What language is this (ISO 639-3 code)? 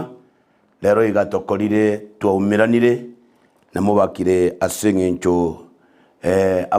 guz